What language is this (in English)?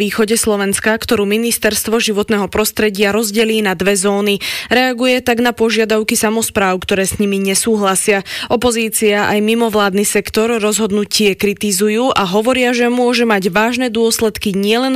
Slovak